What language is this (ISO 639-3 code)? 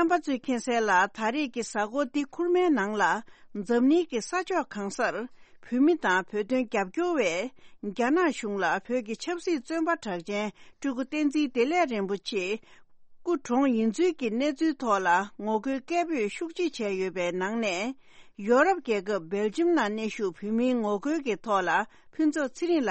bod